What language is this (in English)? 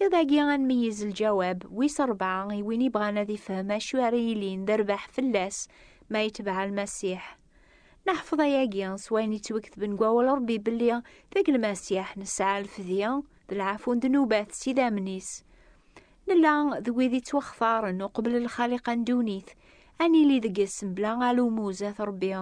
Kabyle